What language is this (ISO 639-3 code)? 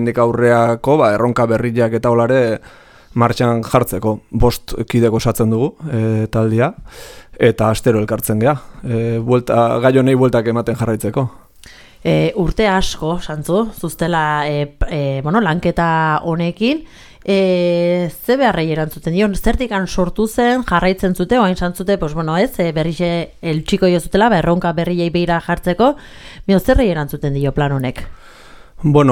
eus